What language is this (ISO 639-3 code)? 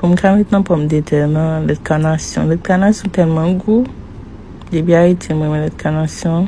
hat